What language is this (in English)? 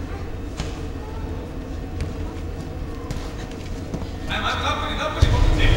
Croatian